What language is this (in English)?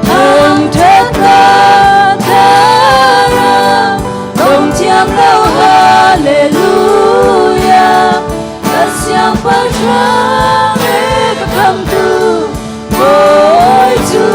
Hakha Chin